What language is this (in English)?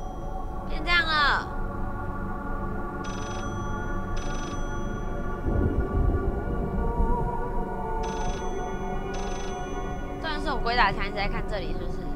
Chinese